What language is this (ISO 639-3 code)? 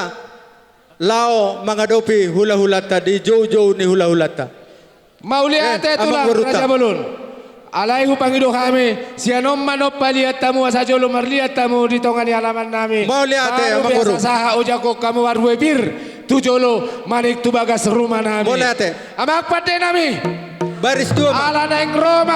bbc